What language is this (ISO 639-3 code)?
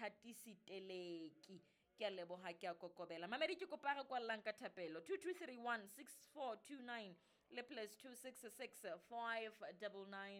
sot